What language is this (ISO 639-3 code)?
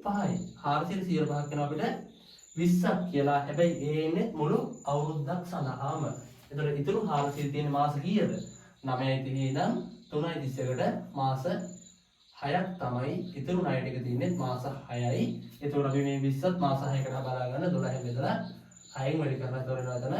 sin